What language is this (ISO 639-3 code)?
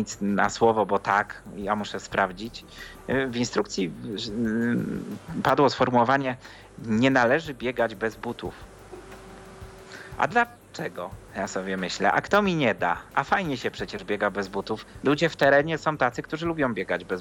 pol